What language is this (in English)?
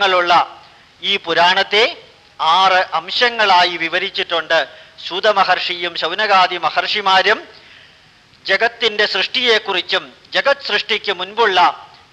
Malayalam